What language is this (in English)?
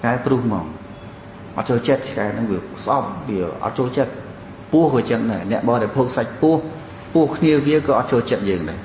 Khmer